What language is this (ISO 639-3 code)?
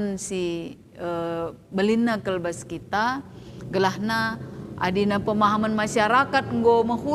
btx